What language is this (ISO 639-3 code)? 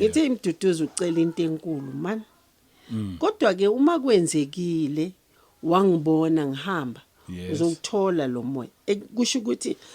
zul